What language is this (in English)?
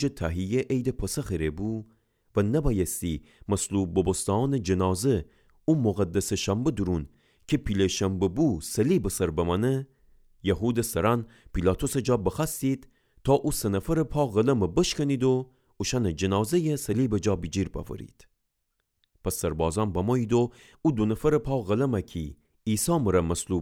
Gilaki